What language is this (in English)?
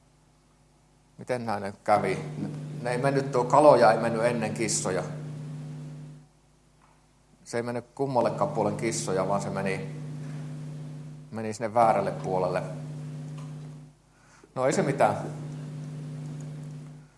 Finnish